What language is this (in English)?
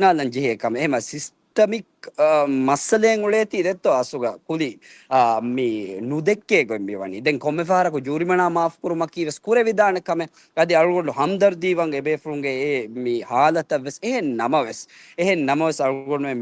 Divehi